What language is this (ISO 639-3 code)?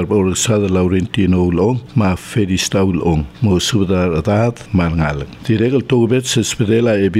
pau